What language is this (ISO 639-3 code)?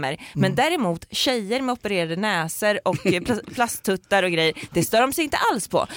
swe